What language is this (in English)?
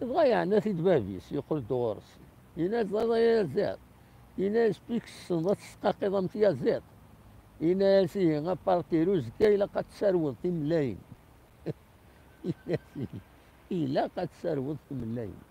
Kabyle